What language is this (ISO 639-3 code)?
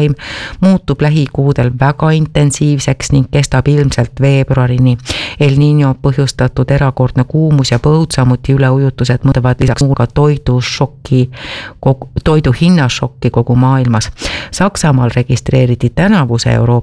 est